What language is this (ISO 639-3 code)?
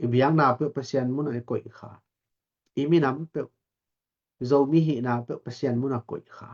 ctd